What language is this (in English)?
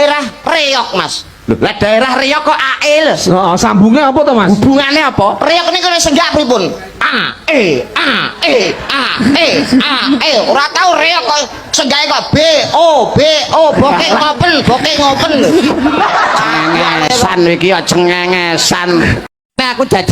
Javanese